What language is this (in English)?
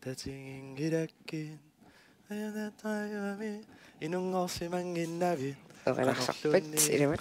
Kalaallisut